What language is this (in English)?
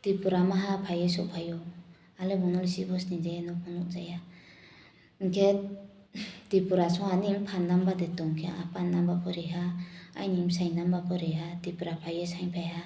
Riang (India)